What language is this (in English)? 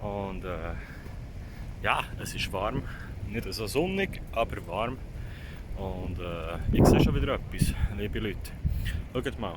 Swiss German